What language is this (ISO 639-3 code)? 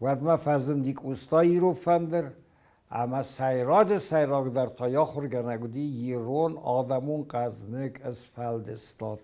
oss